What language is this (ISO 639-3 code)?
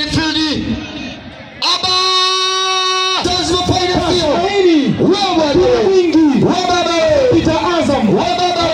swa